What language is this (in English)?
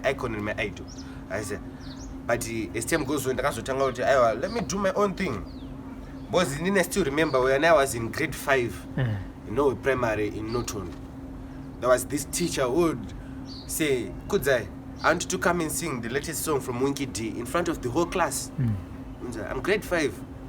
Shona